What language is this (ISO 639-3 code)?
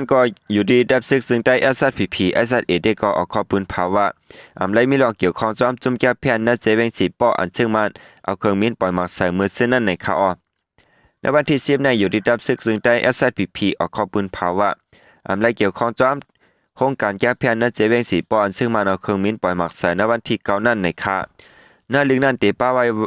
shn